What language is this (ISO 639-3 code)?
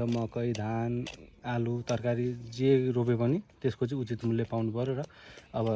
nep